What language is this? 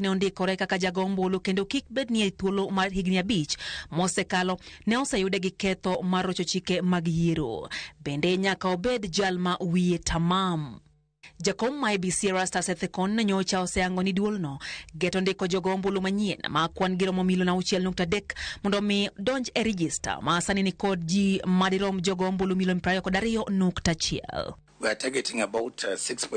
Luo (Kenya and Tanzania)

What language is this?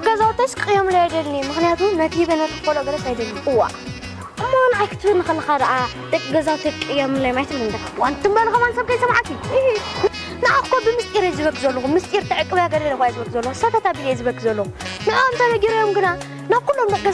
Tigrinya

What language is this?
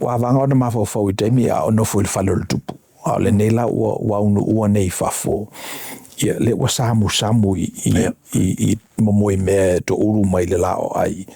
Samoan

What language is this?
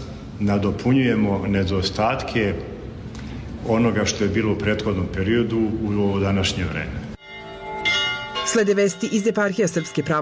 Serbian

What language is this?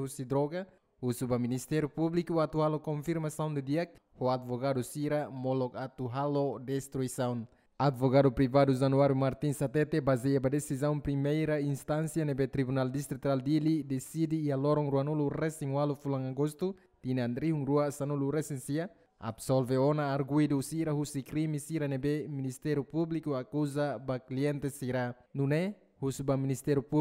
Tetum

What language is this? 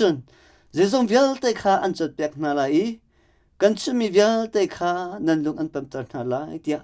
Hakha Chin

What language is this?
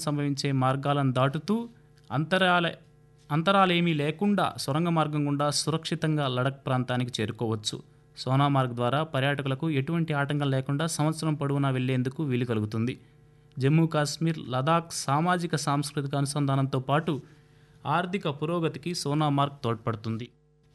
Telugu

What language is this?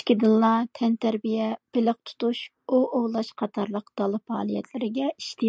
Uyghur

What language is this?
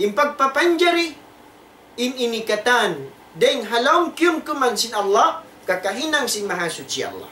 Tausug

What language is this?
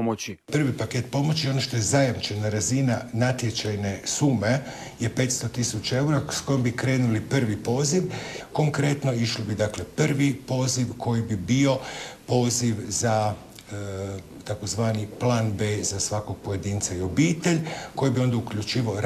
Croatian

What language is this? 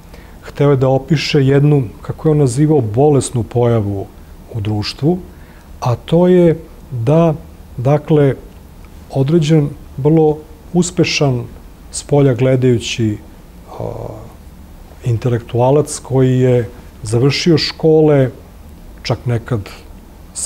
Serbian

